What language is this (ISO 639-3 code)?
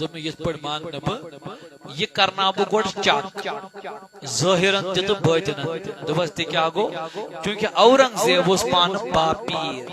kas